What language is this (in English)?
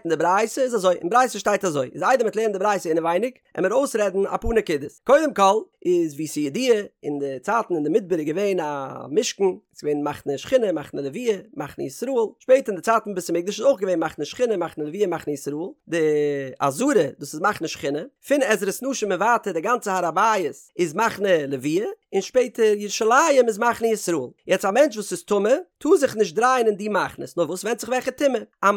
Yiddish